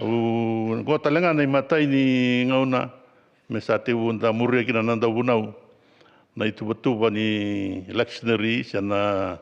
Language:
Fijian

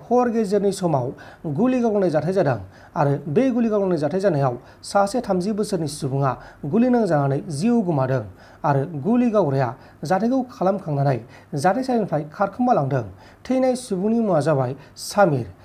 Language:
Bodo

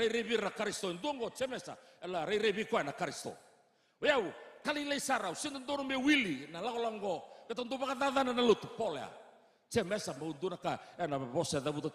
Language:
Fijian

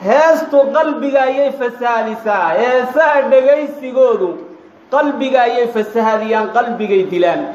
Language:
Somali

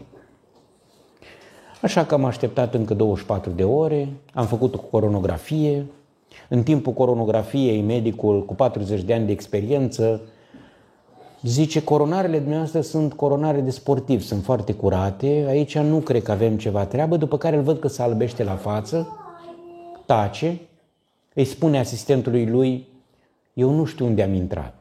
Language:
Romanian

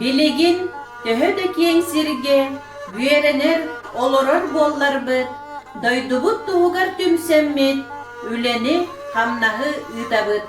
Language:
Yakut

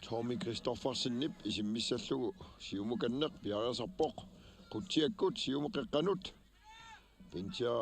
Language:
Kalaallisut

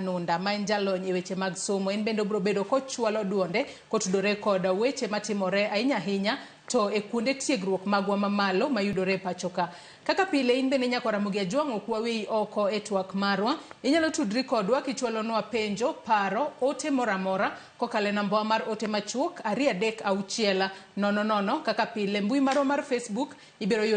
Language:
Luo (Kenya and Tanzania)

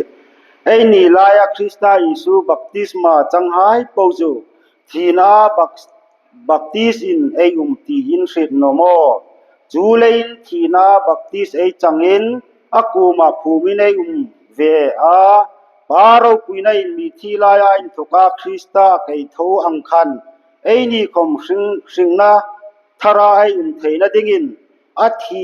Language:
Hmar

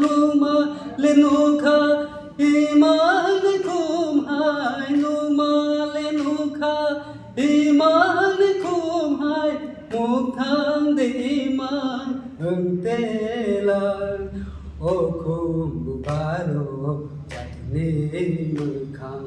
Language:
Kok Borok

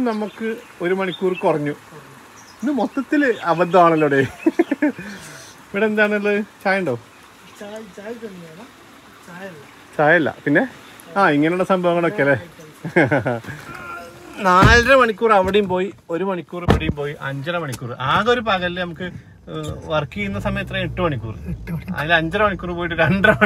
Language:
Malayalam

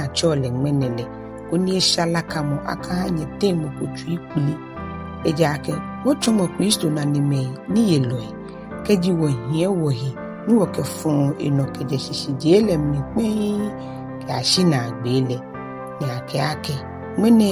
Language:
Ga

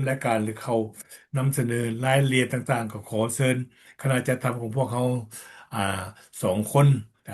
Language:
Lao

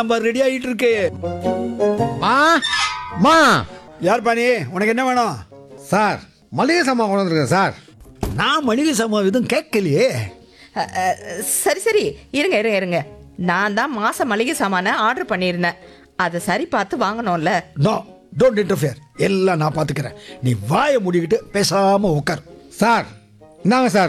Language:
Tamil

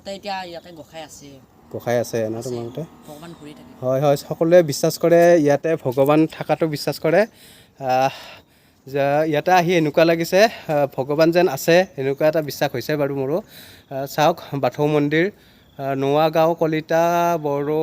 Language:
Assamese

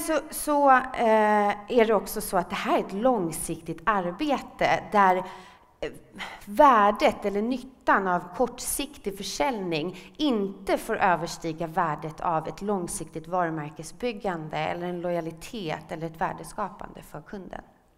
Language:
Swedish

